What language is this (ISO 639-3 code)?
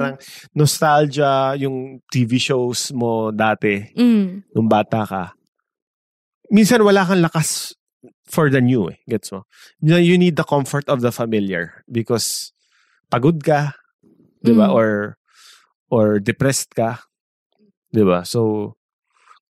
fil